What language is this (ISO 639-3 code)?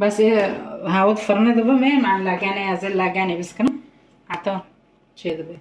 kur